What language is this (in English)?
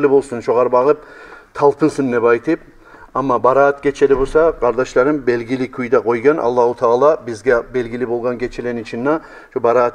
Kumyk